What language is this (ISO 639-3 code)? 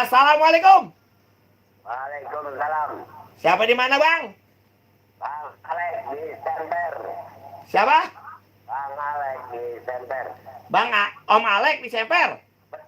bew